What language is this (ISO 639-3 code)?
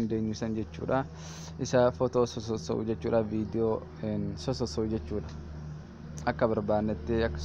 orm